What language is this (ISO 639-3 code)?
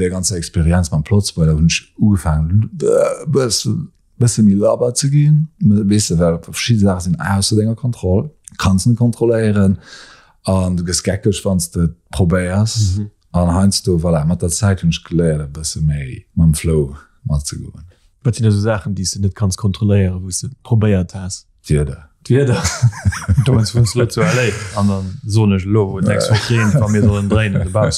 ltz